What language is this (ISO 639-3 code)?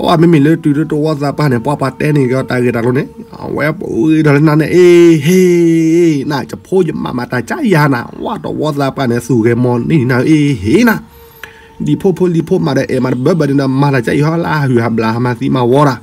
ksw